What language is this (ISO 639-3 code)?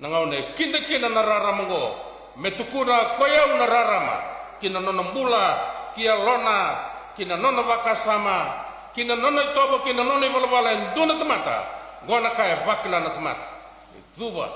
fij